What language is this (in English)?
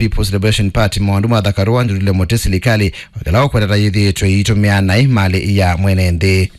Kamba